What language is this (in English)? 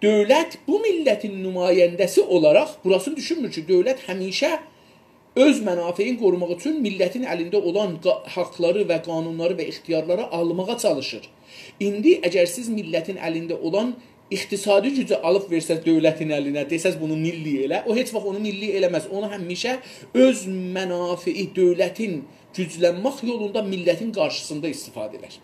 South Azerbaijani